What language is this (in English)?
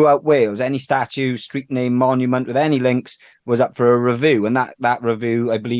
English